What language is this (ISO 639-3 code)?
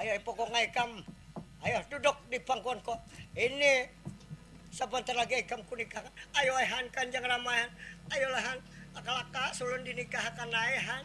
bjn